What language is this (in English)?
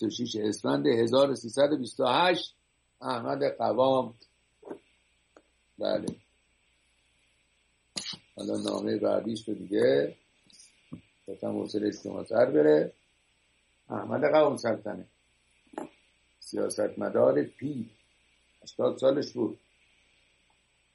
Persian